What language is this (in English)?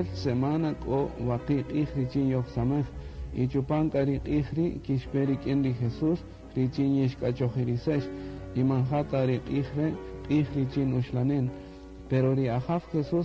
Kaqchikel